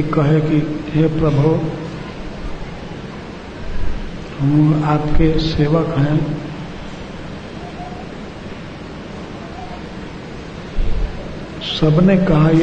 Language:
Hindi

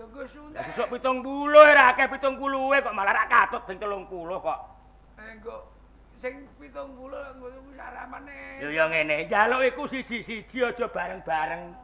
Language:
Javanese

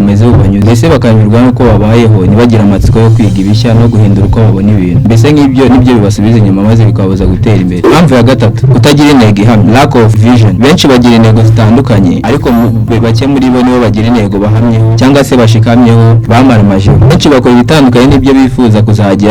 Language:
Kinyarwanda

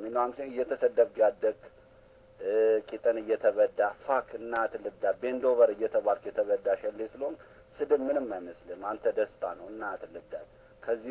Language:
Amharic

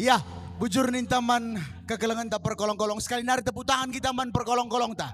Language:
Batak Karo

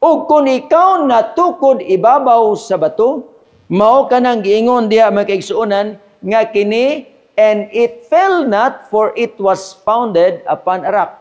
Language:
Cebuano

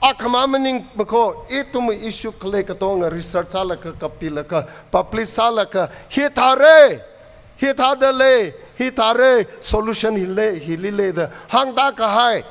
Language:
Tangkhul Naga (India)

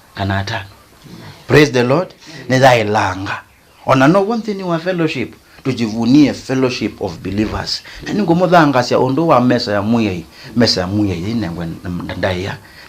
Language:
Kamba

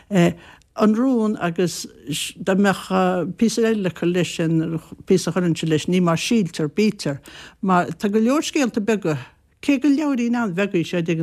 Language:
Irish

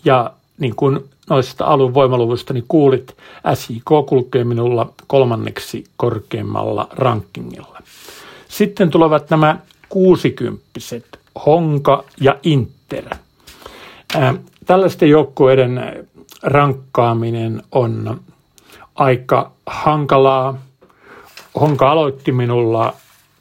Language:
Finnish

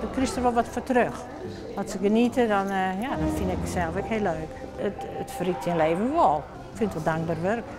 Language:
Western Frisian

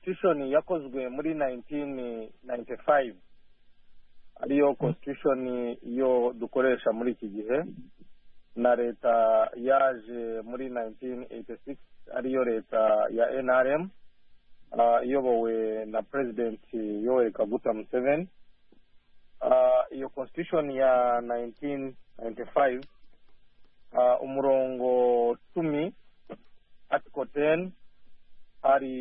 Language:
Kinyarwanda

